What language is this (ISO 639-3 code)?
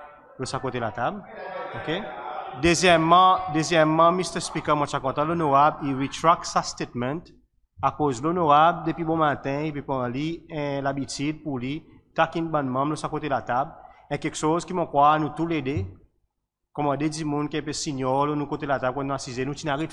crs